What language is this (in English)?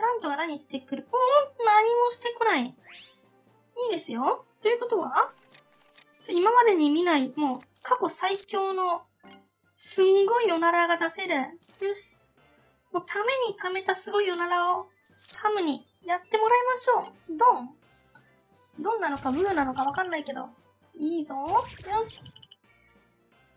Japanese